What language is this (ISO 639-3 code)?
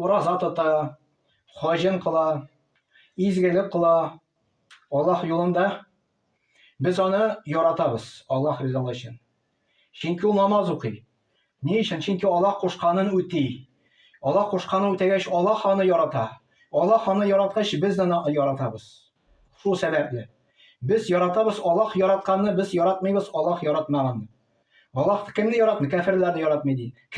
tat